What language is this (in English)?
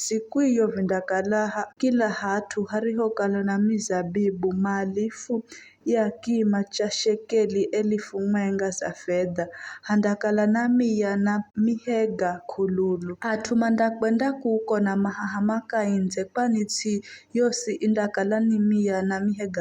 Giryama